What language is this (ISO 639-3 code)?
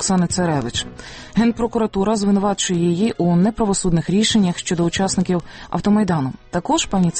ukr